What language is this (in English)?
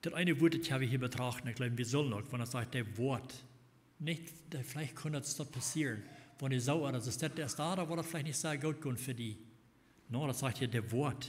Plautdietsch